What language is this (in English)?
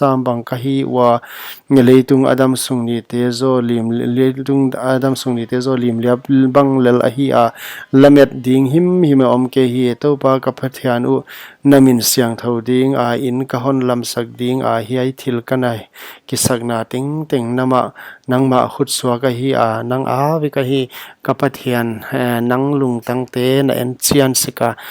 Paite Chin